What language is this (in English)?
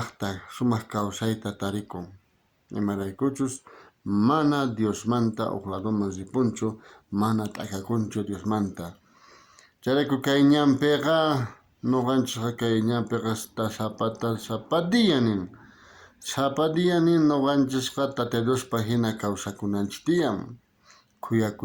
South Bolivian Quechua